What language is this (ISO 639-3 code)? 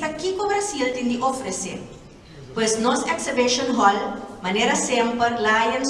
pap